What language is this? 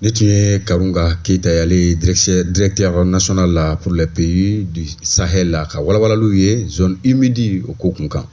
Bambara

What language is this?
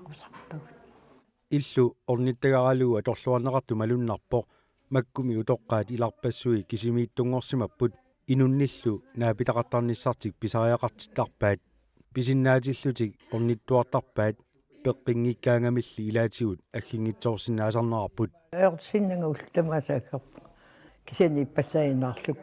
Kalaallisut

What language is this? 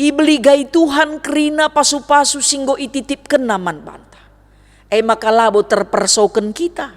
Batak Karo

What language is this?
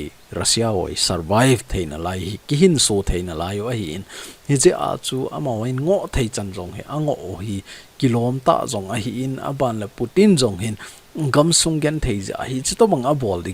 Thado Chin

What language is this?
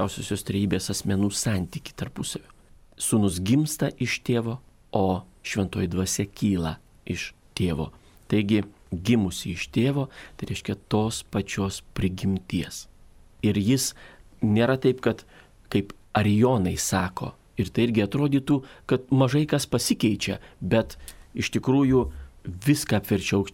Lithuanian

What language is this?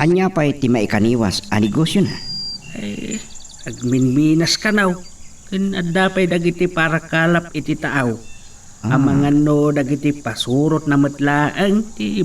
Iloko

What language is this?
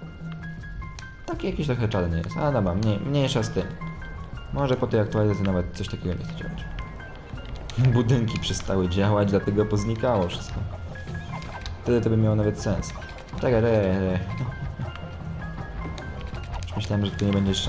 Polish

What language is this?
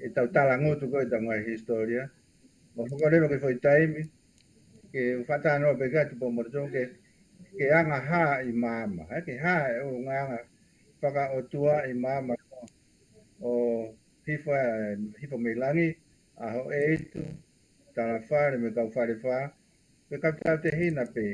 Tongan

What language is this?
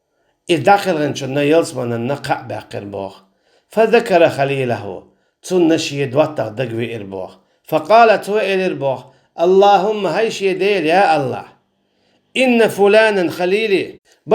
Chechen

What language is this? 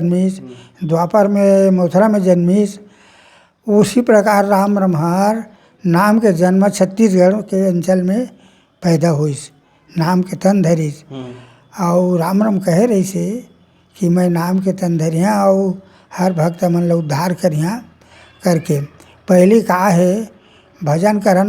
Chhattisgarhi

